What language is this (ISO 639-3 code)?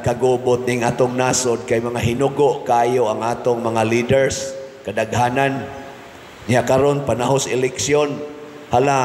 ceb